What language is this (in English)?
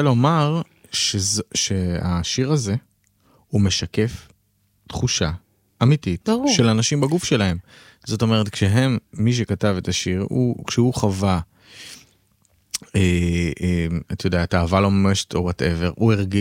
Hebrew